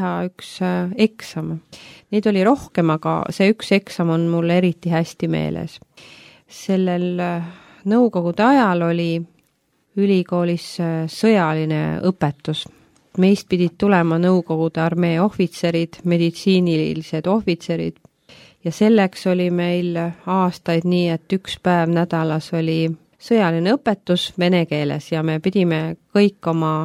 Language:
Estonian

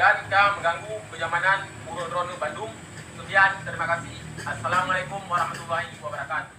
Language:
Achinese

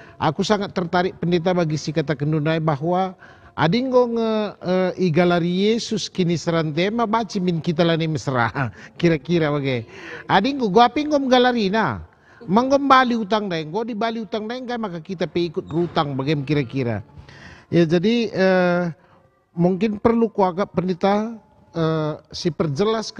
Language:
Batak Karo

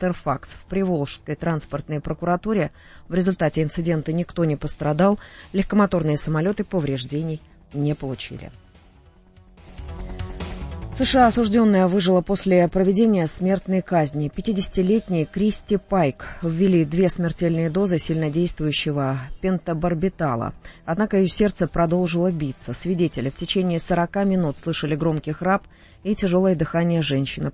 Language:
Russian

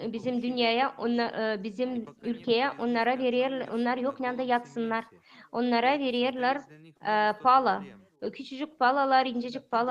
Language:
Gagauz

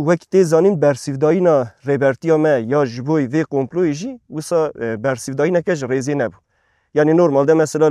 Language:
Kurdish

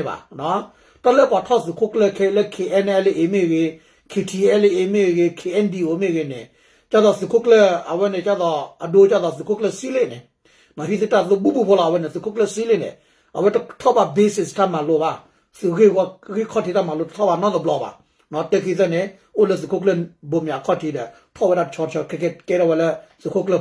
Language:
S'gaw Karen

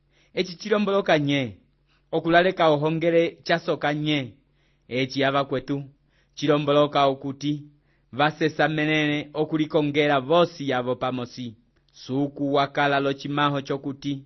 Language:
Umbundu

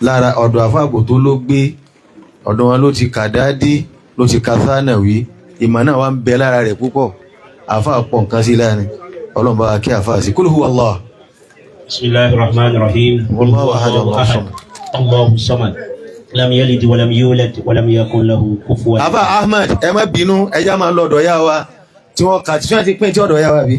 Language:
Yoruba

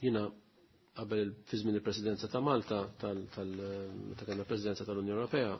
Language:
Maltese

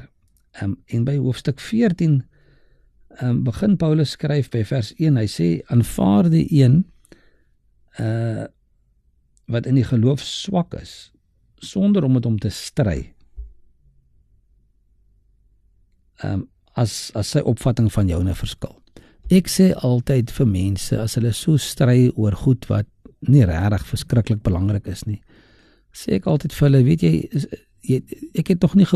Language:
Afrikaans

